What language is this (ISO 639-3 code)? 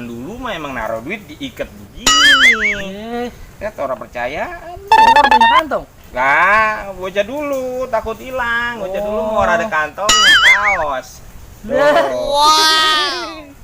bew